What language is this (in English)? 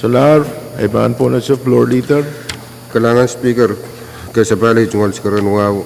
Pohnpeian